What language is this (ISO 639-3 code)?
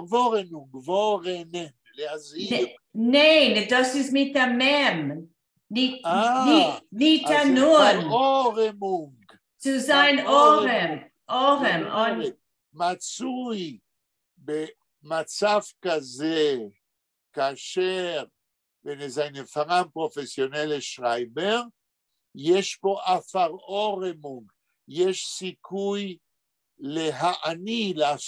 yid